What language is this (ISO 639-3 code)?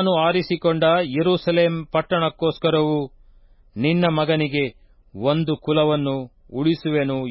kan